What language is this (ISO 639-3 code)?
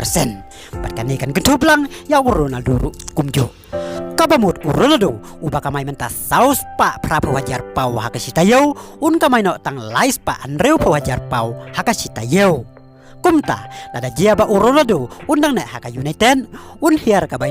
kha